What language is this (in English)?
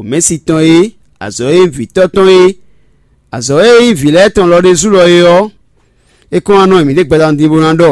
Fon